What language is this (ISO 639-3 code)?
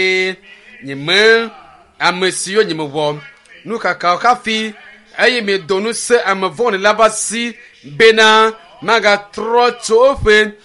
ewe